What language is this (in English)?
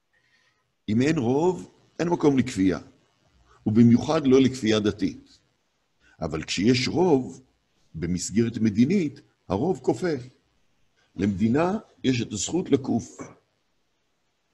Hebrew